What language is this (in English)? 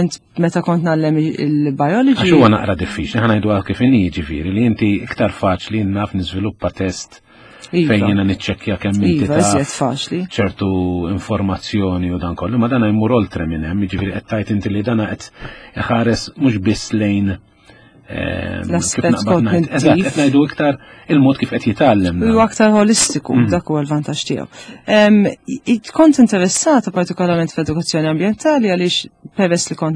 Maltese